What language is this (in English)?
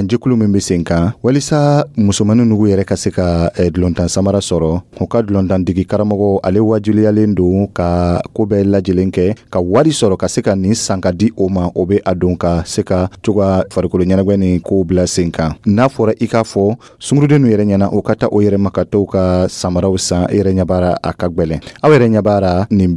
Dyula